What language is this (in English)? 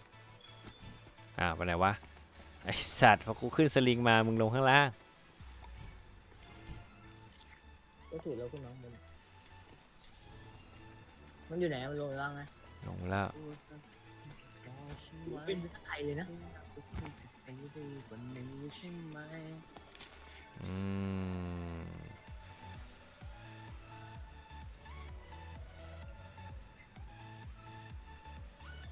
Thai